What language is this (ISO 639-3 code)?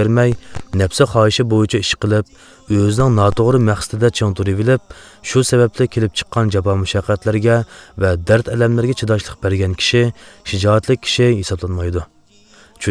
uig